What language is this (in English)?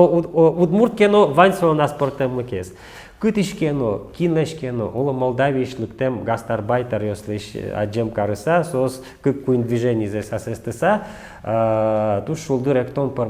Udmurt